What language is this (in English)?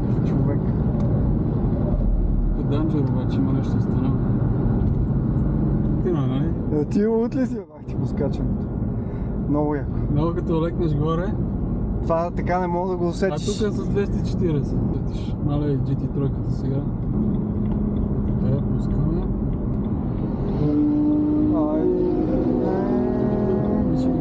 Bulgarian